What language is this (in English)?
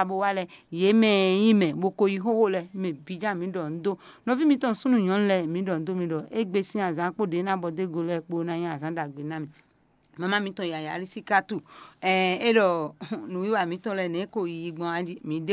Fon